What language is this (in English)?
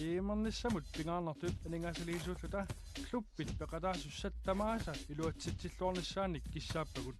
Kalaallisut